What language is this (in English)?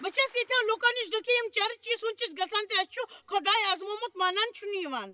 Kashmiri